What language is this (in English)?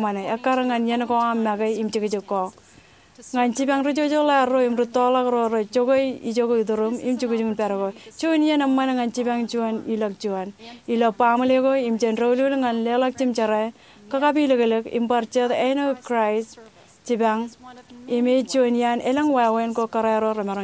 Marshallese